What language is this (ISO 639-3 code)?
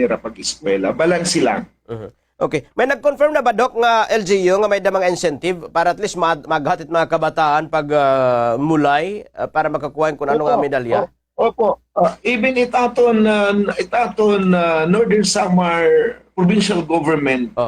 war